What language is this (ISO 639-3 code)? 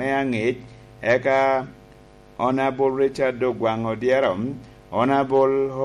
laj